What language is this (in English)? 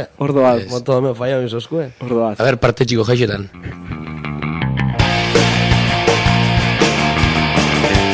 Basque